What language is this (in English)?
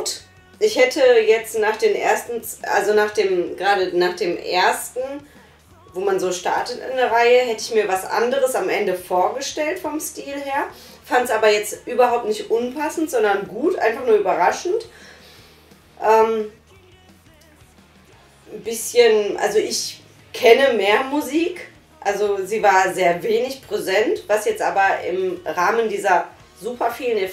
German